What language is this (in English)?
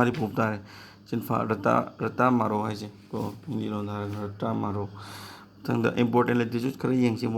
Manipuri